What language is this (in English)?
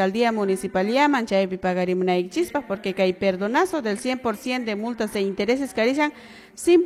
Quechua